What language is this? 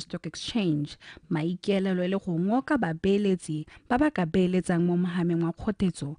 Tswana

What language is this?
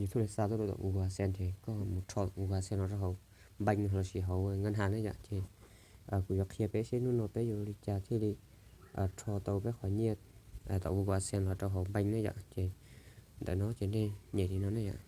Hmong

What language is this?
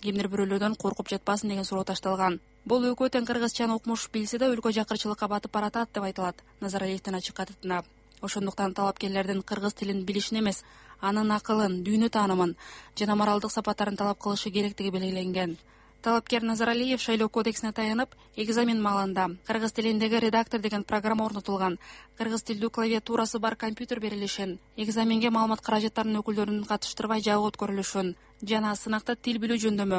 Kyrgyz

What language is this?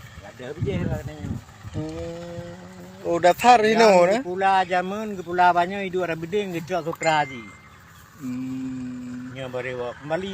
Achinese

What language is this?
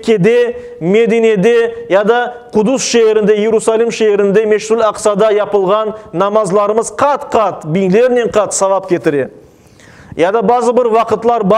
Crimean Tatar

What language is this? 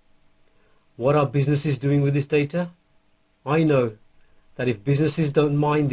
English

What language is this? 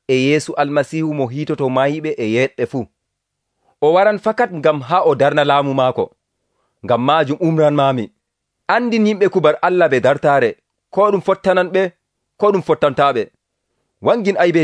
Nigerian Fulfulde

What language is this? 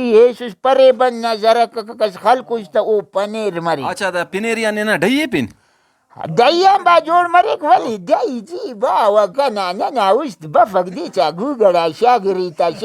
Brahui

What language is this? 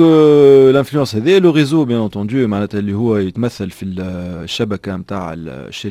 Tunisian Arabic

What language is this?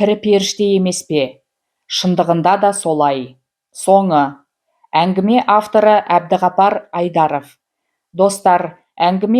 Kazakh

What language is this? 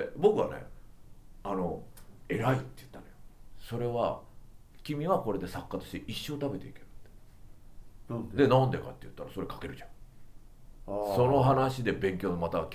Japanese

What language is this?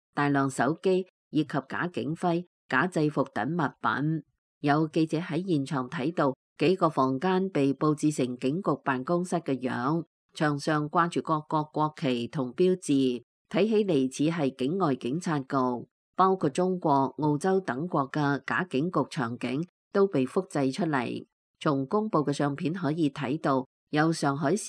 Cantonese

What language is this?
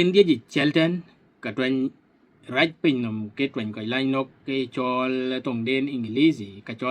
Dinka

